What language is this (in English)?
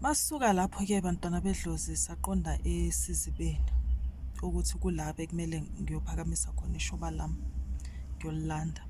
Zulu